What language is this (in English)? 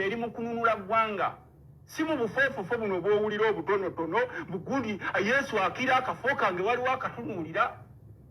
Ganda